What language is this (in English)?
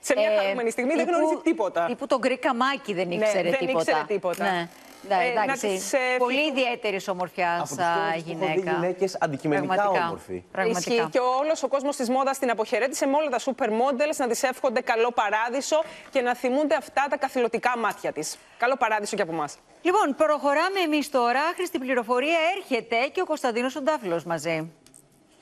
Greek